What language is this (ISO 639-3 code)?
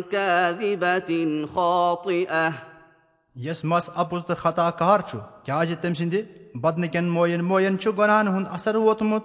kas